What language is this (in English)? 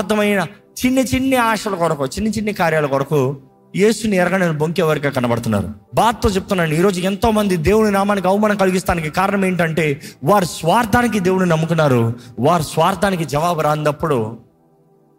Telugu